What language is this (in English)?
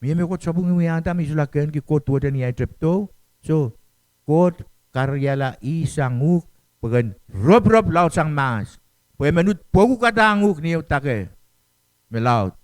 Pohnpeian